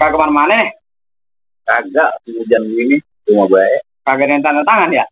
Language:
Betawi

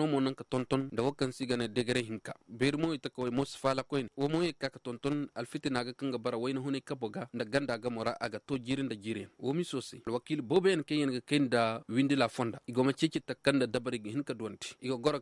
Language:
Koyraboro Senni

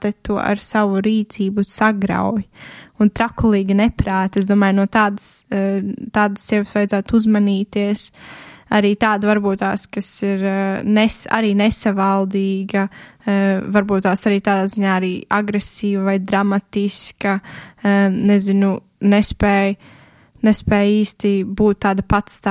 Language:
Latvian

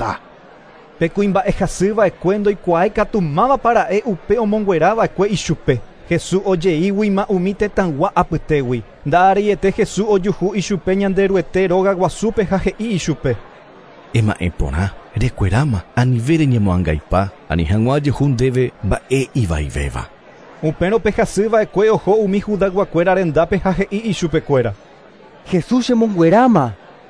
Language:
Guarani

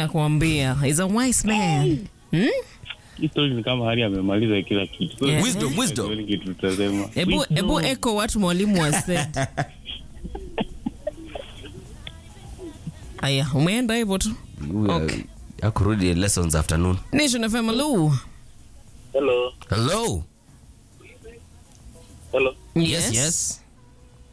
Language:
Swahili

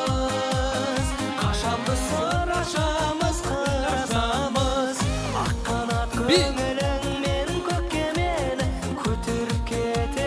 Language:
Kara-Kalpak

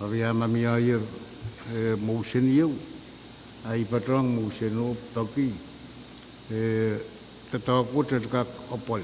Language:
Pohnpeian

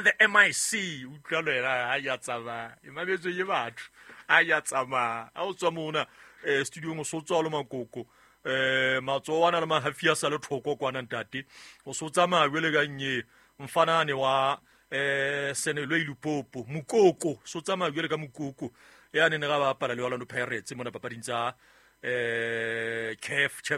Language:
Southern Sotho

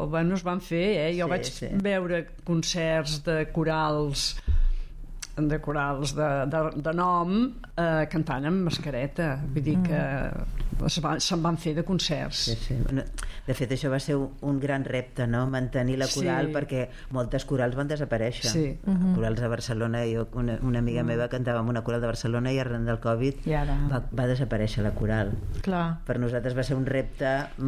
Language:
Catalan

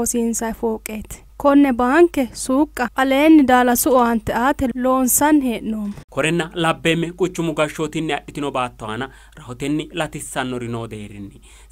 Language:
Sidamo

